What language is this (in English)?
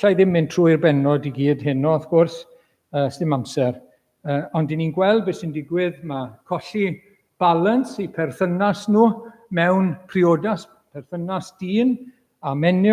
Welsh